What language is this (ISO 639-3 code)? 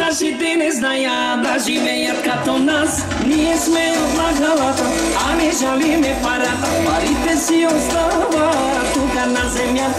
bul